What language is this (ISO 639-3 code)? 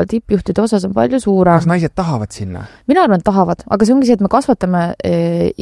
est